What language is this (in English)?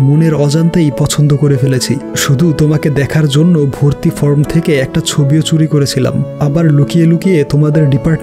Bangla